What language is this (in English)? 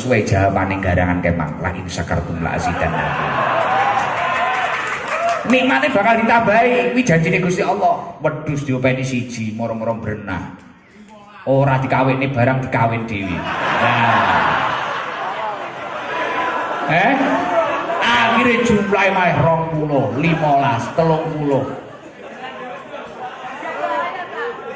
Javanese